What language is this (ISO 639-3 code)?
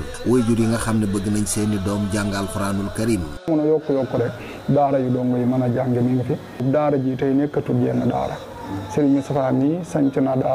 wol